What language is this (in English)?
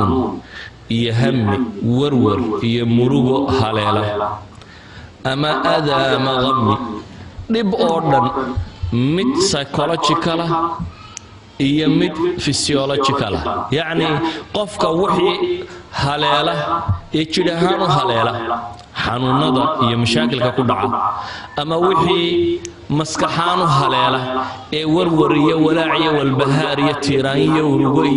Somali